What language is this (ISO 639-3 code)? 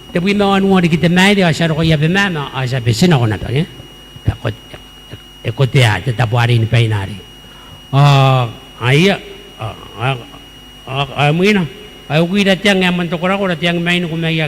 gil